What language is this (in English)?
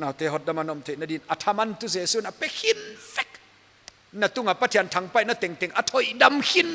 Paite Chin